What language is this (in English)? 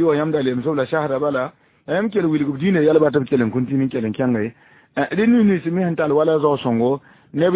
Mossi